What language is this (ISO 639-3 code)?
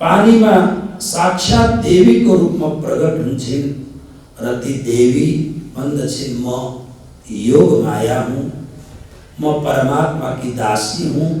nep